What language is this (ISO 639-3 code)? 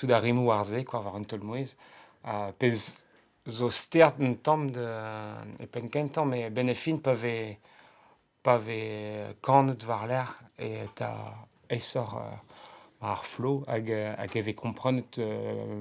bre